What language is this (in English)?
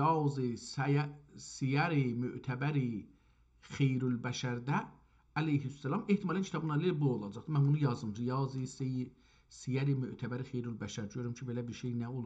South Azerbaijani